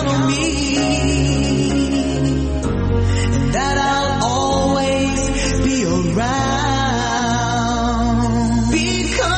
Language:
Persian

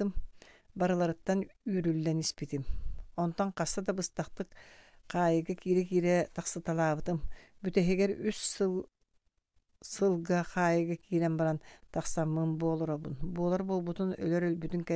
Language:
Yakut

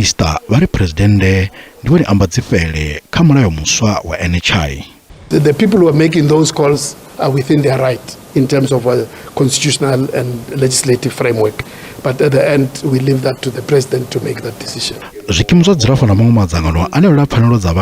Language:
Venda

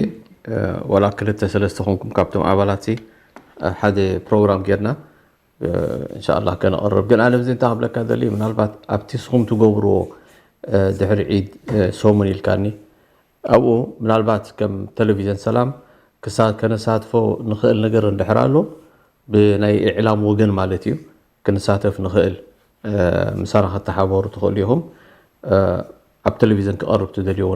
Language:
Tigrinya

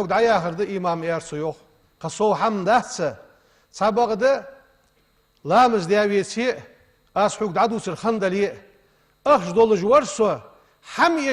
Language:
Ingush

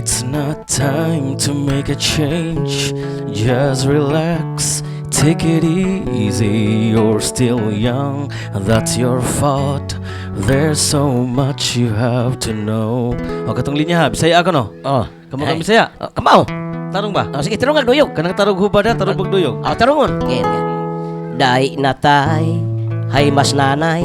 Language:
Cebuano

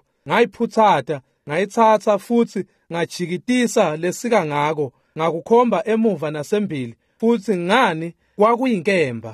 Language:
Swati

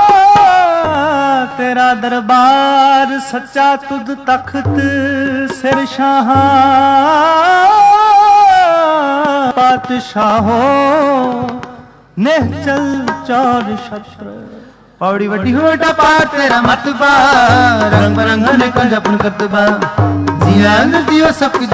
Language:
Punjabi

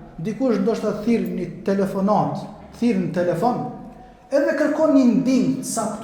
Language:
Albanian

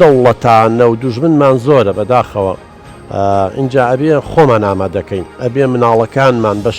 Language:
Central Kurdish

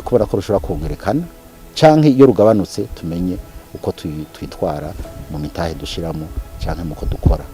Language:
Rundi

